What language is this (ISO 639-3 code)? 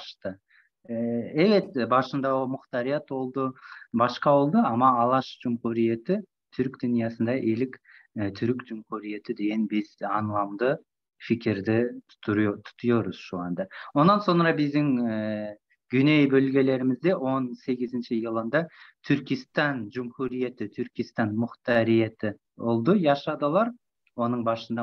tur